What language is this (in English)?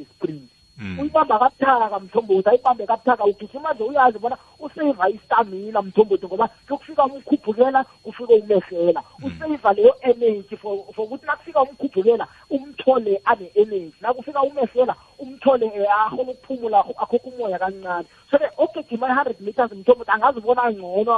South Ndebele